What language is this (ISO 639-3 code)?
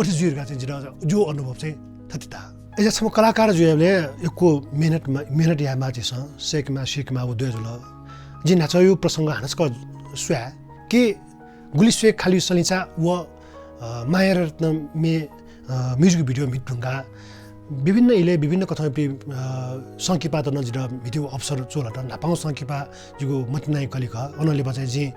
new